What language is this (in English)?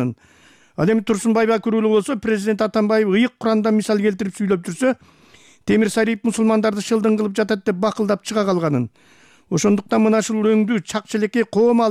Kyrgyz